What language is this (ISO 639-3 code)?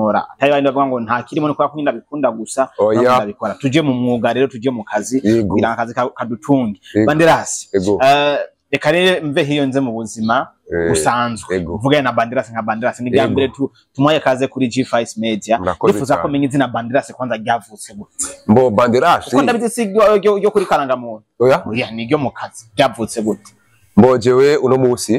run